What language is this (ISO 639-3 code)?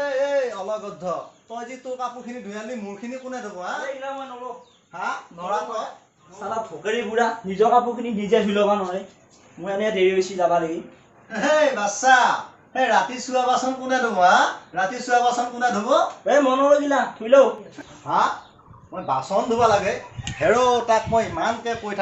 asm